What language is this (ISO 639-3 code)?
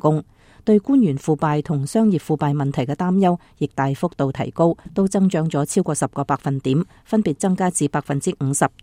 yue